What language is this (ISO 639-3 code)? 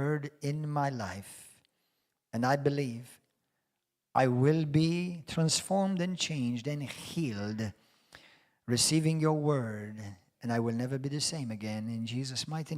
eng